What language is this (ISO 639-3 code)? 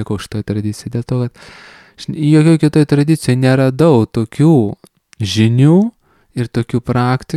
lit